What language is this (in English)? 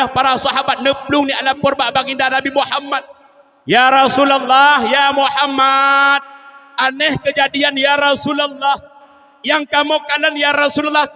Achinese